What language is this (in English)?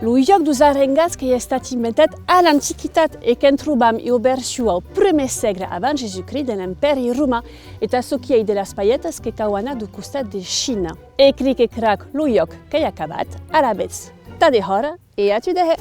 Occitan